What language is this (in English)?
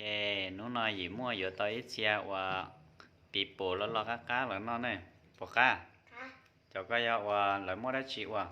Hmong